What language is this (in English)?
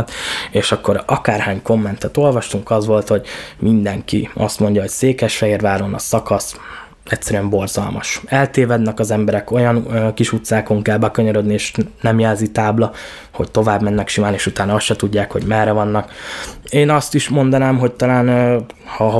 Hungarian